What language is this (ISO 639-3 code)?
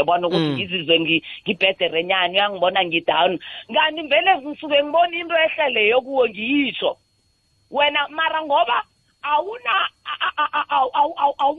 nbl